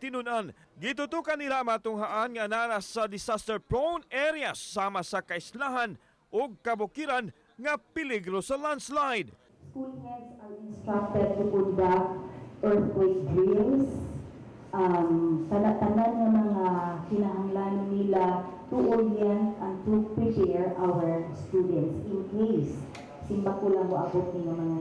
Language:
Cebuano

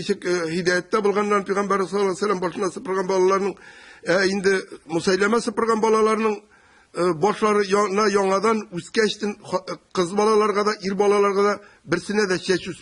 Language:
Tatar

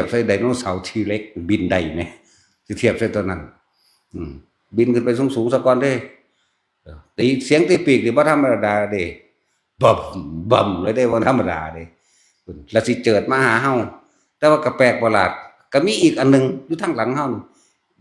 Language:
Northeastern Thai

